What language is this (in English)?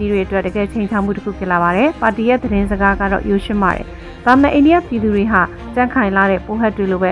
Burmese